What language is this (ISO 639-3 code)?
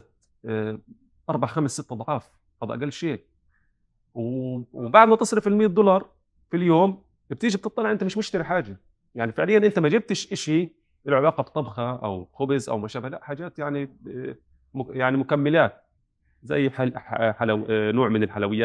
apc